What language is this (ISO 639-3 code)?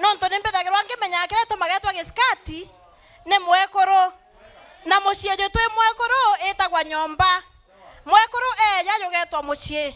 mer